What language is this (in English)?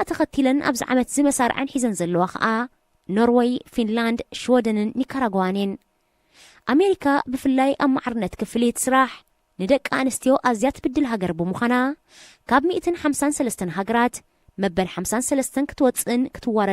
Tigrinya